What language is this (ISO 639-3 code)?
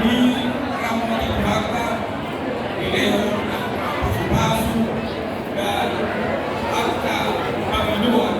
bbc